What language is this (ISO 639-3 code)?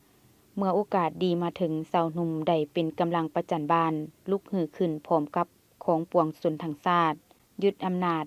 lao